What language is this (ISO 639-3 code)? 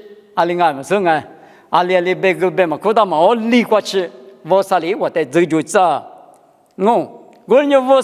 lis